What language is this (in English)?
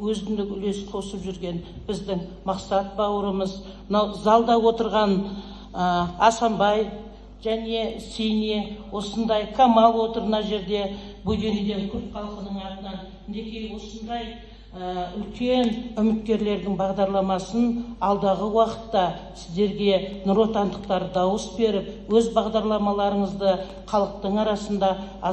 Kazakh